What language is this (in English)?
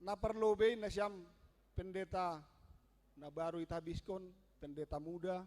Batak Simalungun